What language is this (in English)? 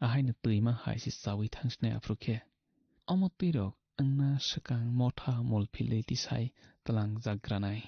Kok Borok